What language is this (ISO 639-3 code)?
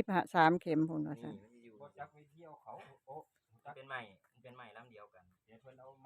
tts